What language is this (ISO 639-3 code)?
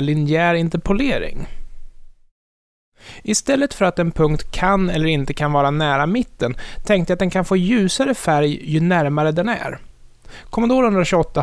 swe